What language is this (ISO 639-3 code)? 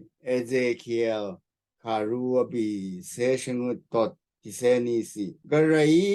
raw